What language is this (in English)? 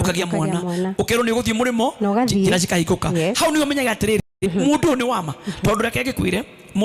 Kikuyu